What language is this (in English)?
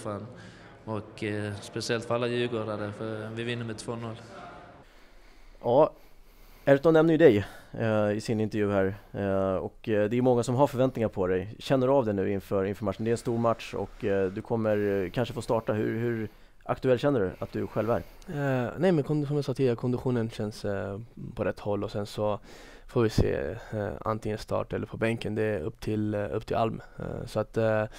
Swedish